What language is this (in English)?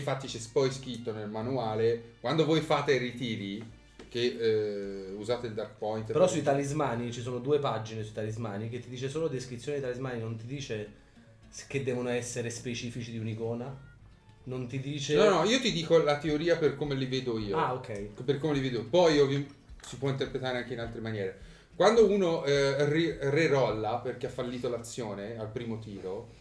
Italian